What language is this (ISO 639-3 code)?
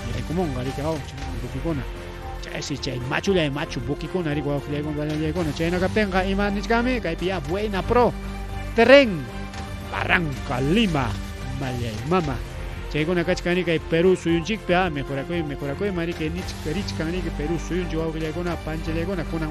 quy